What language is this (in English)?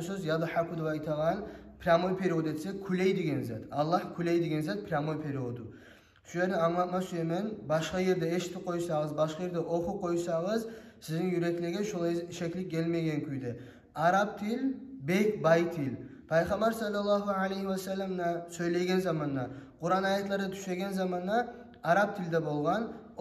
Kumyk